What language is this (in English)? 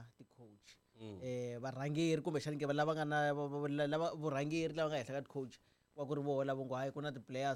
Tsonga